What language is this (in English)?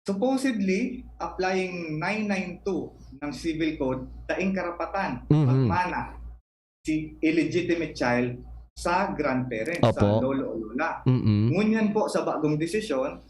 Bikol